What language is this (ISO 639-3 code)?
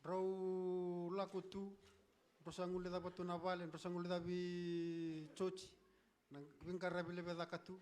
fij